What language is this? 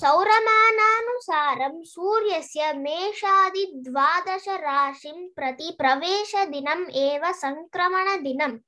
Sanskrit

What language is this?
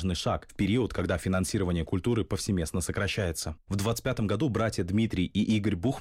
Russian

